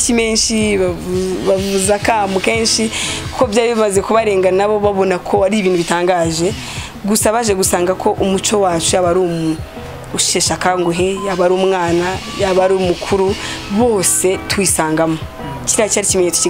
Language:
Kinyarwanda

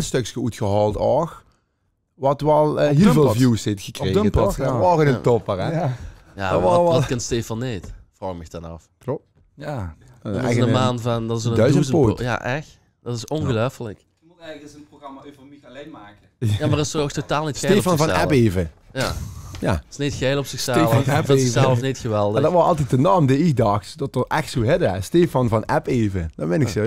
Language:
Limburgish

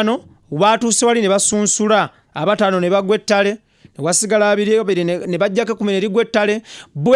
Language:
Ganda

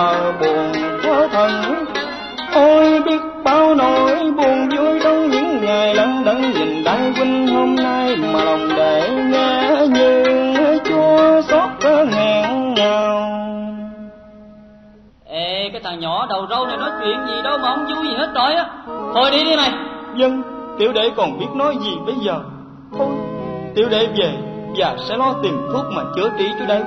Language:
Vietnamese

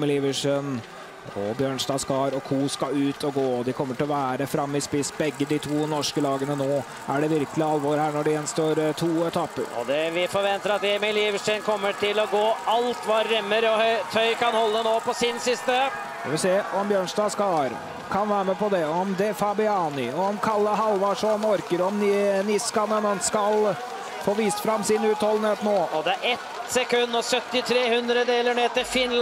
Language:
Norwegian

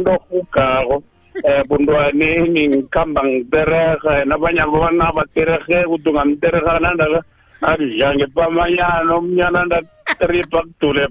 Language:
South Ndebele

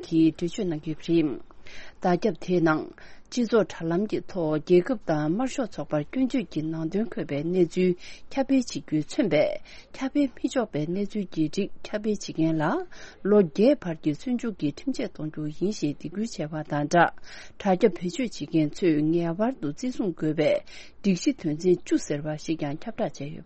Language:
Tibetan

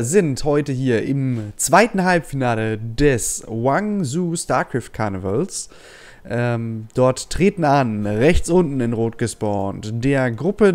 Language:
German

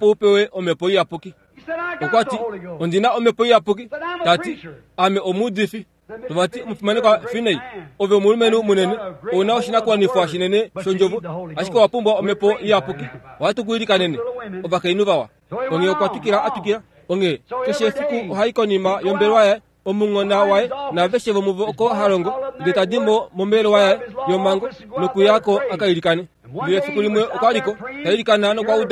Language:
Kuanyama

